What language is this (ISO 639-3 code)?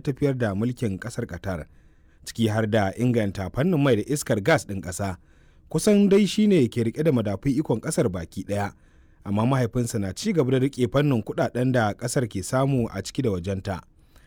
hau